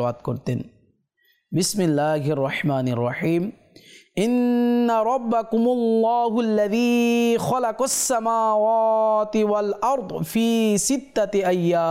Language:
Bangla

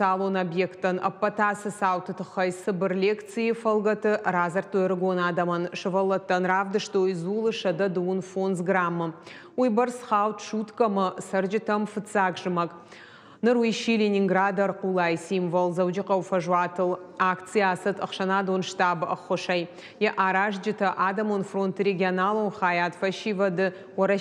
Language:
Ossetic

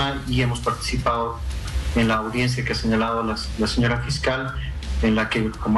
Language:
Spanish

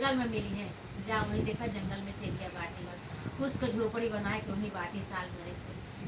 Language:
Awadhi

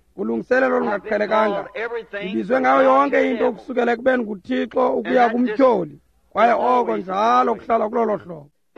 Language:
Xhosa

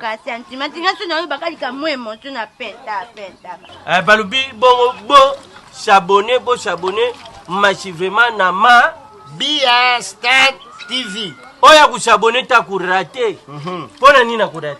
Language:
Lingala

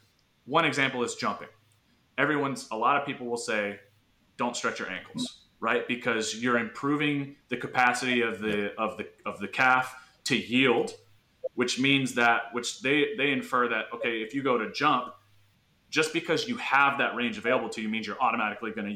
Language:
English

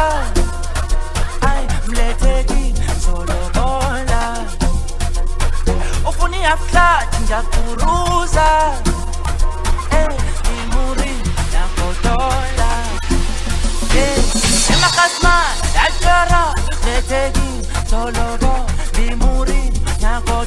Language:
Zulu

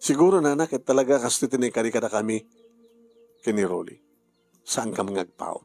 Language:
Iloko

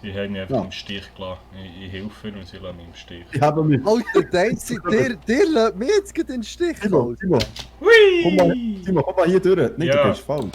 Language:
Swiss German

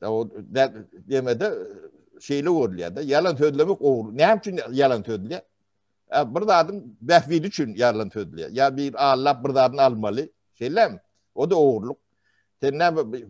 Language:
Turkmen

